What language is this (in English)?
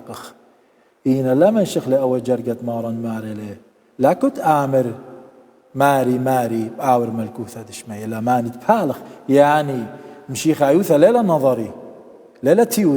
Assyrian Neo-Aramaic